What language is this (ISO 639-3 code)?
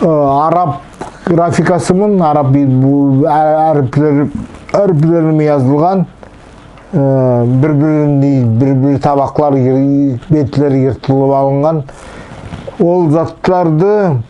nog